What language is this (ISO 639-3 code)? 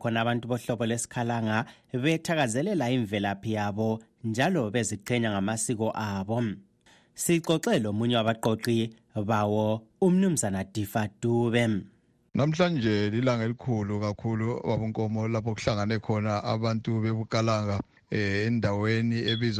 nde